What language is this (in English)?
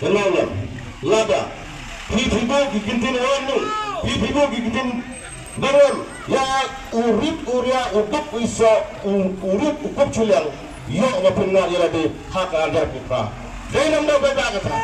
Khasi